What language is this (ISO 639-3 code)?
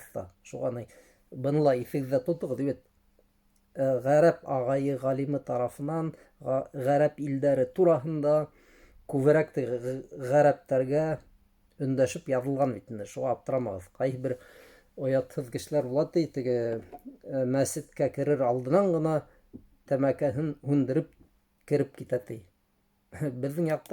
bak